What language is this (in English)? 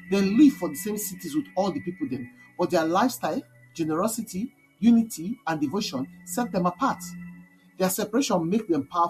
Nigerian Pidgin